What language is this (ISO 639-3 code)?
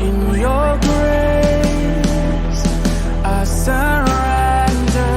bts